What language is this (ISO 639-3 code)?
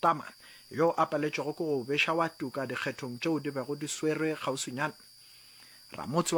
nso